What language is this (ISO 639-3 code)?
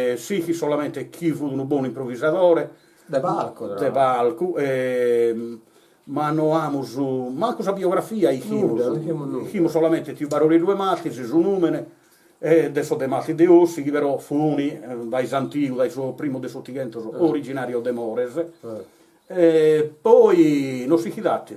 srd